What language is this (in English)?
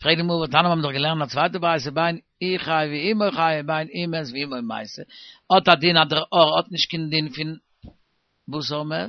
Yiddish